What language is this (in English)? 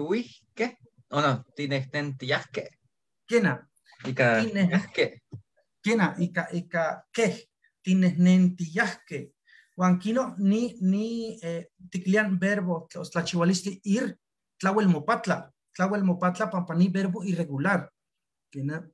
Eastern Huasteca Nahuatl